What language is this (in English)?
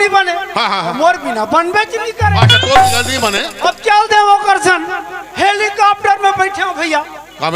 Chhattisgarhi